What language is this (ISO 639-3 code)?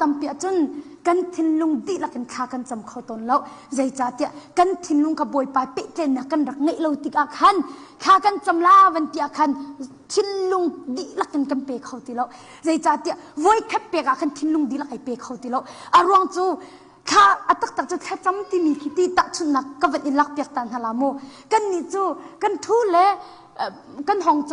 cnh